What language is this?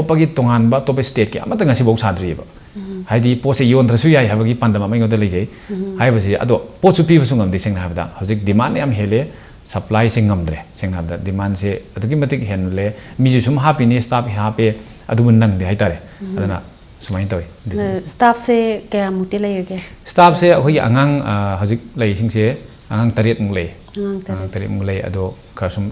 Manipuri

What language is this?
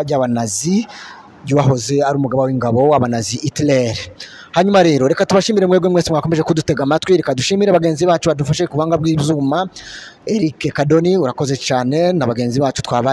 Kinyarwanda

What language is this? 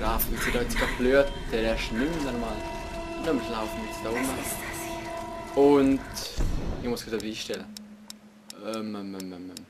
Swiss German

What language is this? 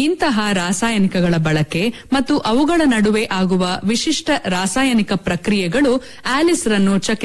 Kannada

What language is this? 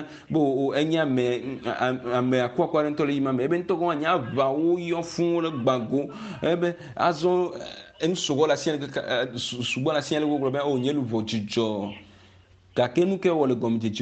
Ewe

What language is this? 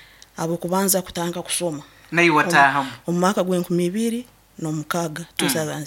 Nyankole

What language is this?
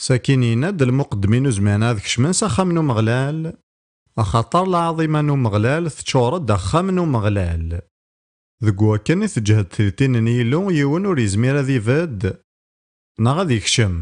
Kabyle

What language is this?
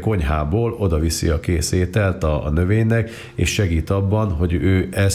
Hungarian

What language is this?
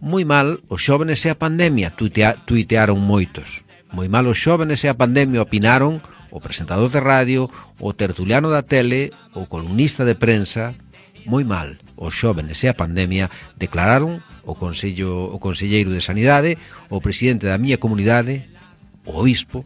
Galician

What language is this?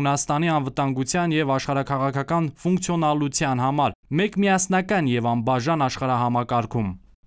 Armenian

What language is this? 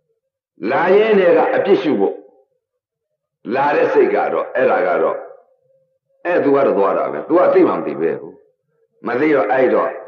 Burmese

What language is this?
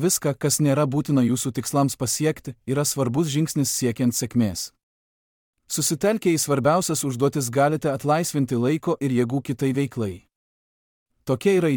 Lithuanian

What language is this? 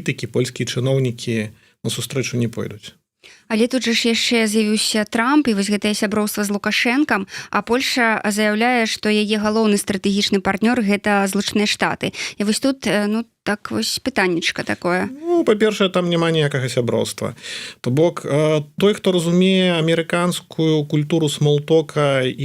Belarusian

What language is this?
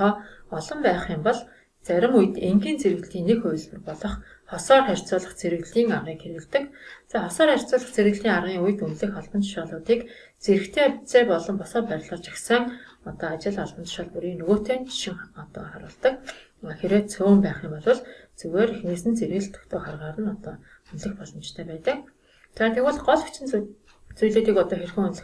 Mongolian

